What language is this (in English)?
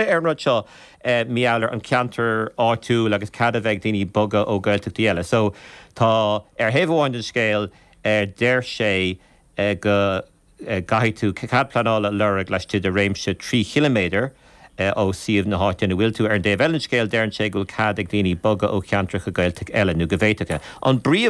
Irish